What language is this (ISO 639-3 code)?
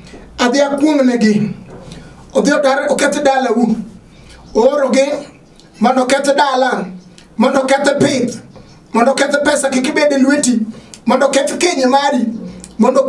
luo